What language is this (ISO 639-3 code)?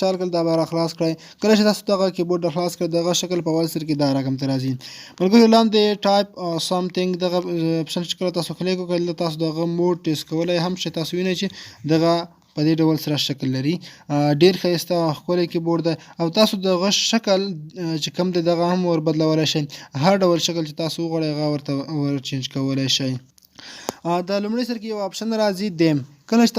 pus